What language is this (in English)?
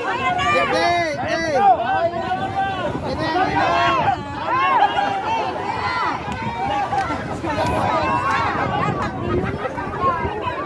Bikol